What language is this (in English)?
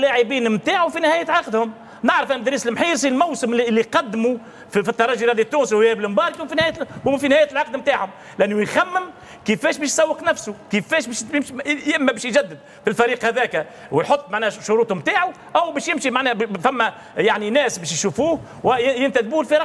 Tunisian Arabic